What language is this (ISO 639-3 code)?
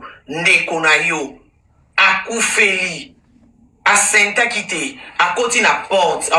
lin